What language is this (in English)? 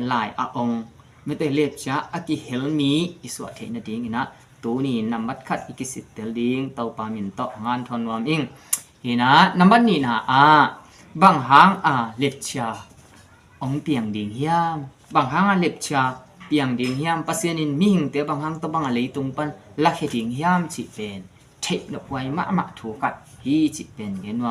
Tedim Chin